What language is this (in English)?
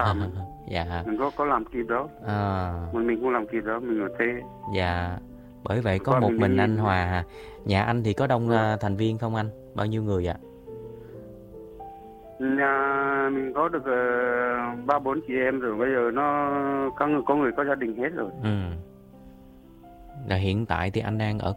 Vietnamese